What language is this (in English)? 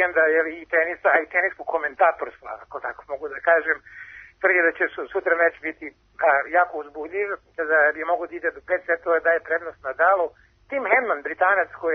Serbian